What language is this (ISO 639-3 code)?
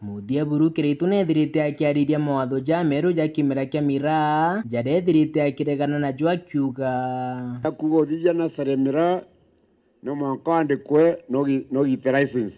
mer